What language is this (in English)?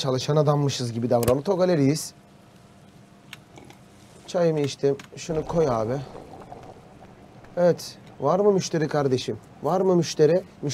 Turkish